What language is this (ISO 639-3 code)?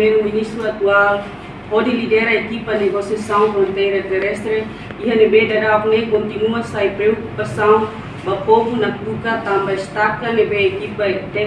tet